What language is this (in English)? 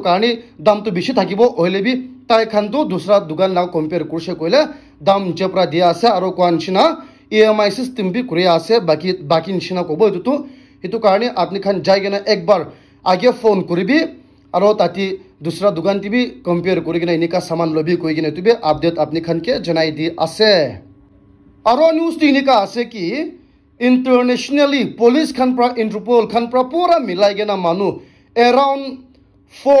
Naga Pidgin